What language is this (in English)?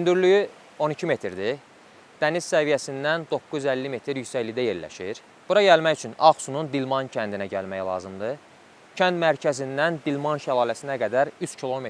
Azerbaijani